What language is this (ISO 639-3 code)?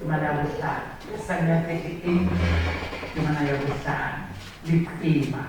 sot